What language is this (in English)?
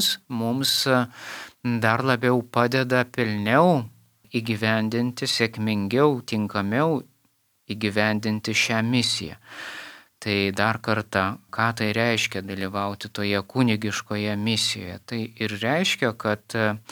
Lithuanian